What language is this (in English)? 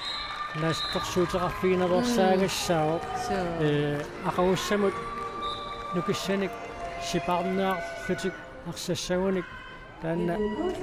Kalaallisut